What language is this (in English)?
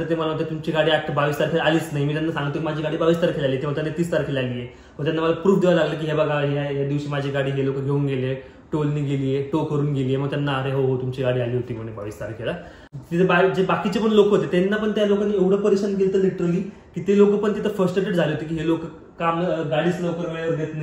Marathi